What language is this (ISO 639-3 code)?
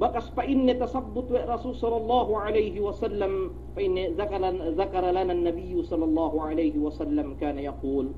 yka